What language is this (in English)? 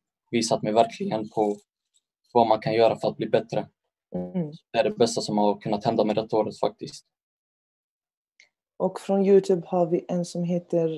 Swedish